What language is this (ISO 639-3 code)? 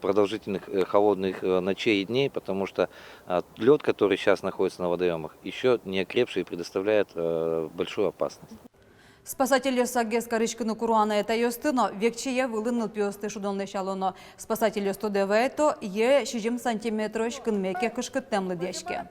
udm